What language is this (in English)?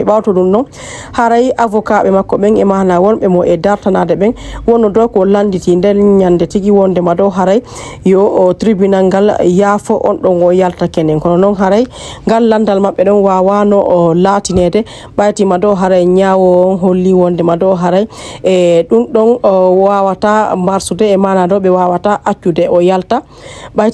Fula